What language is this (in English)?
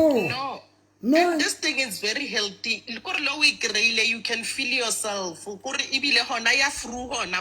Southern Sotho